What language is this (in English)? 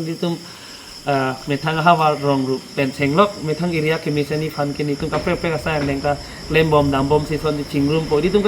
Karbi